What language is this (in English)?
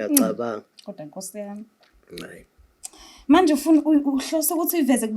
Zulu